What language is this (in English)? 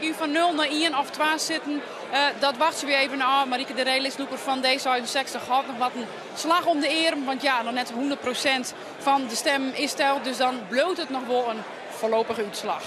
Western Frisian